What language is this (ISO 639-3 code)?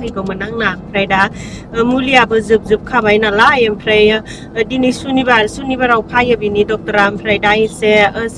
brx